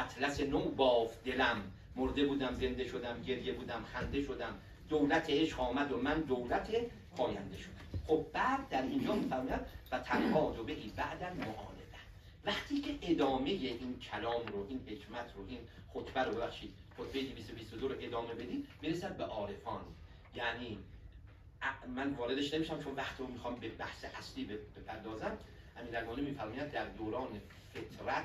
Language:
Persian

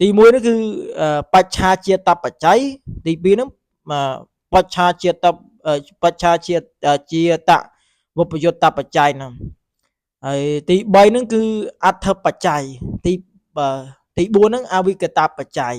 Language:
Khmer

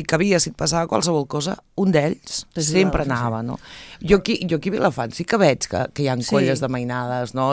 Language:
Catalan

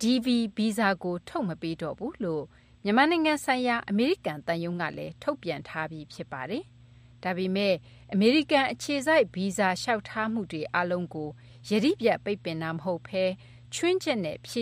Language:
Burmese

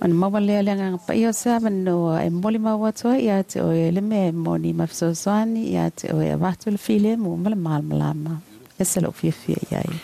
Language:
Samoan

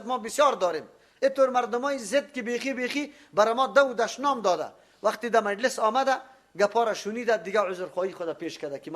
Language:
Persian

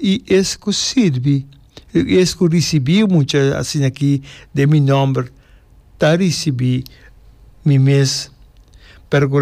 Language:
Papiamento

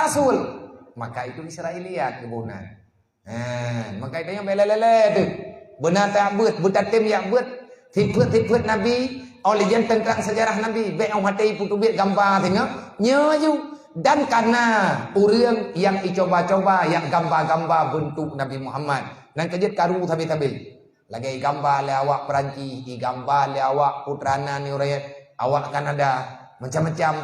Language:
Achinese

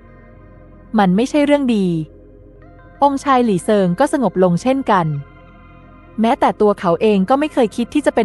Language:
Thai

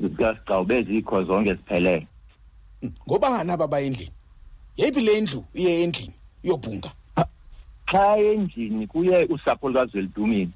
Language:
Xhosa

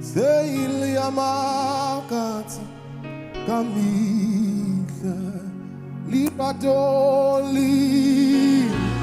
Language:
Southern Sotho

